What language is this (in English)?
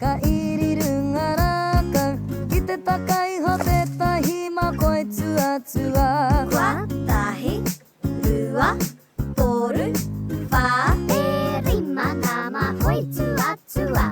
Māori